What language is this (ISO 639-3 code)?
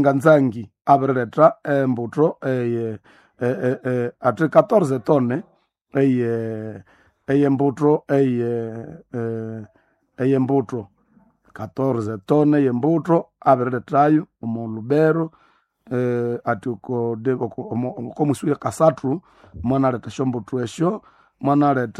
nnb